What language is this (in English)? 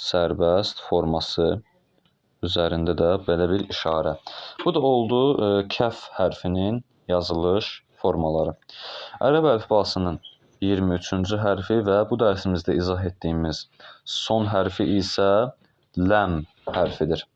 Azerbaijani